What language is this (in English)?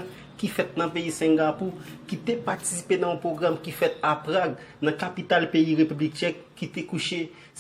Haitian Creole